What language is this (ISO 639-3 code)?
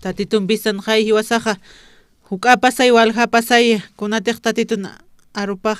aym